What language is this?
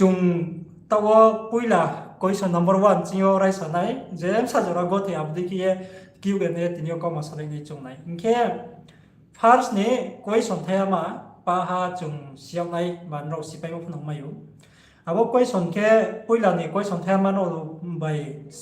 Riang (India)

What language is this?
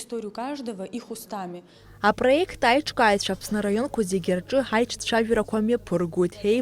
Abkhazian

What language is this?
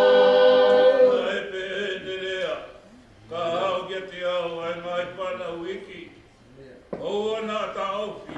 Tongan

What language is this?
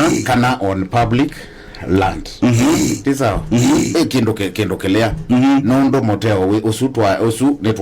Kamba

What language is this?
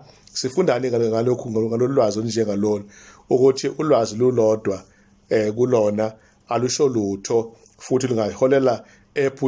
Zulu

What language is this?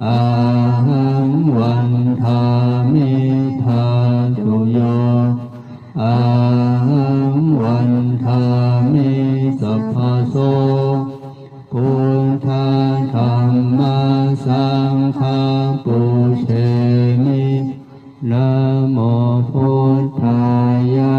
Pali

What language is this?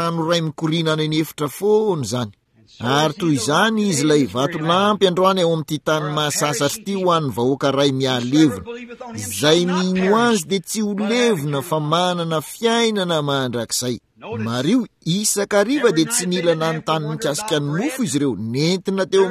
Malagasy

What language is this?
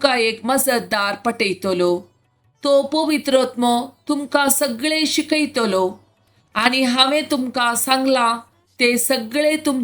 Konkani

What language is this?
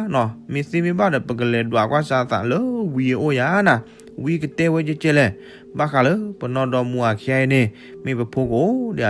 S'gaw Karen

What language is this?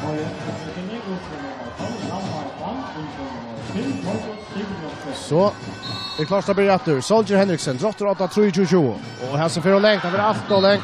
Faroese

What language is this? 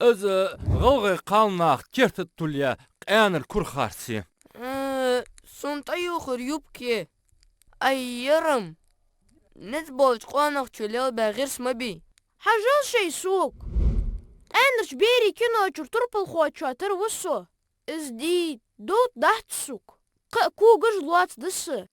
Ingush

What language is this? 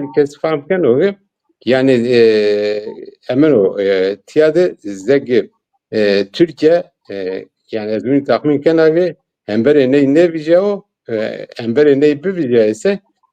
Zaza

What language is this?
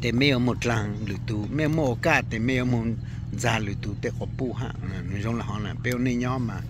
Hmong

